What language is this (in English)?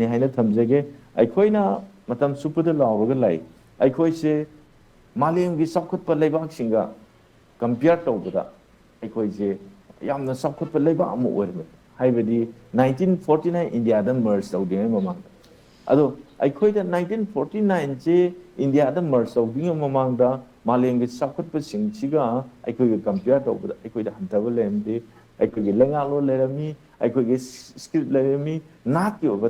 Manipuri